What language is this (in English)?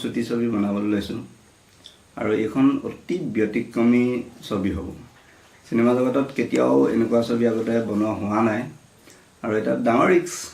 Assamese